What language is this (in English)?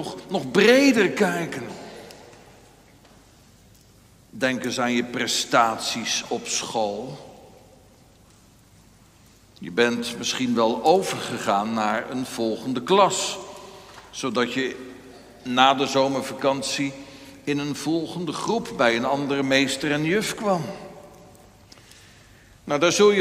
Dutch